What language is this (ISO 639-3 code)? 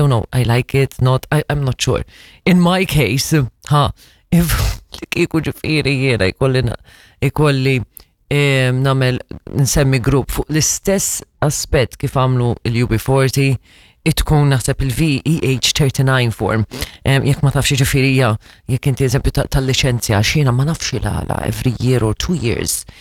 mlt